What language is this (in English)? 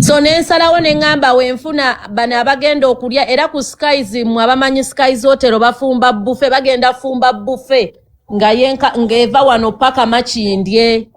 Ganda